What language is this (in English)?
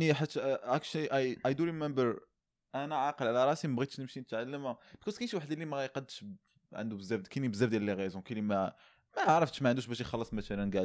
Moroccan Arabic